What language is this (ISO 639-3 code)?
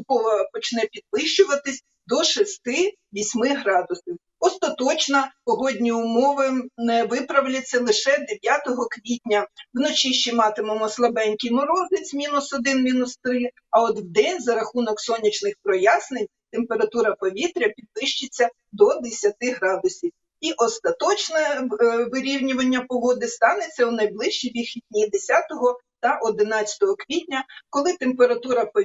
ukr